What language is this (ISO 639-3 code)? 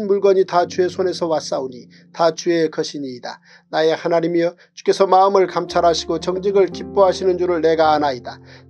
kor